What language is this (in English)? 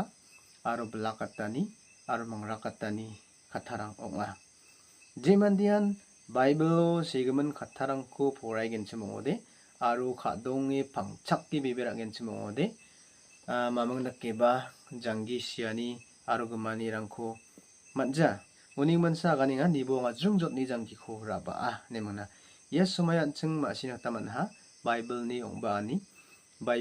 Garo